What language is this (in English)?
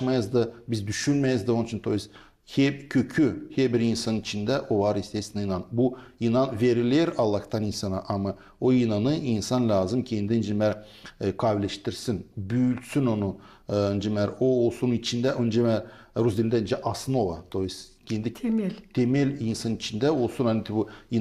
Gagauz